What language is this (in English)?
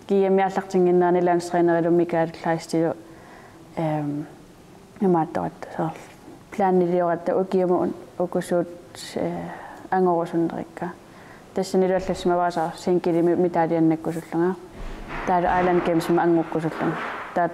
Kalaallisut